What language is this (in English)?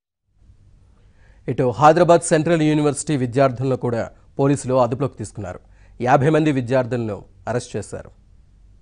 Telugu